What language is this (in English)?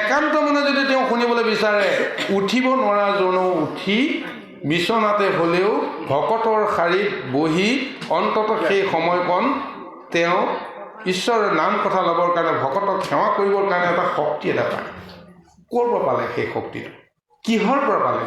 Assamese